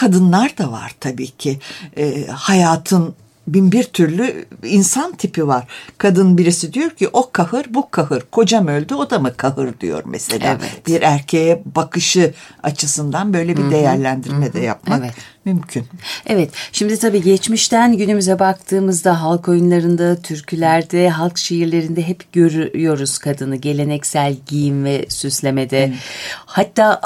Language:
Turkish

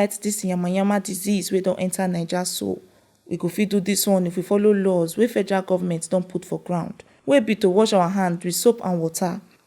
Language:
Nigerian Pidgin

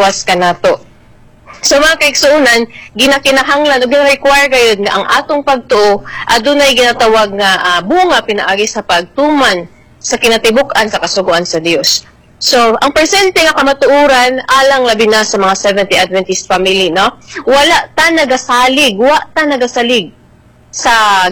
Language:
Cebuano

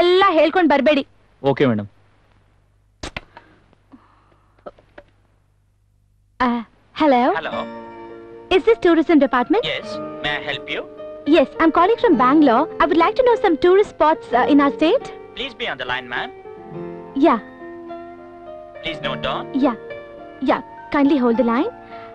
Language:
Kannada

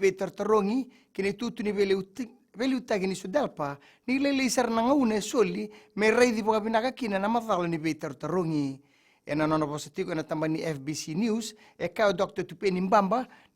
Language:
Fijian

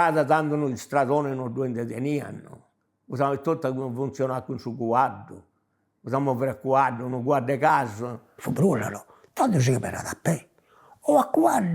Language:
Sardinian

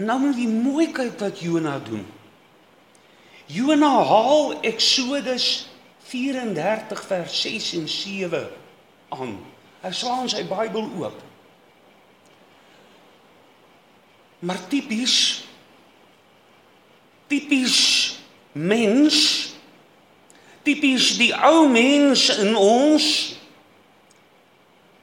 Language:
Afrikaans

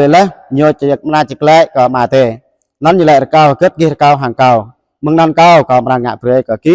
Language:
Jarai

